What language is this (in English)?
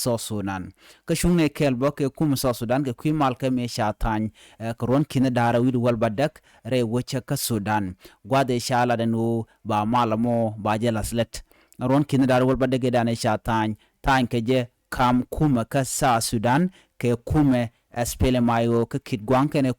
Nuer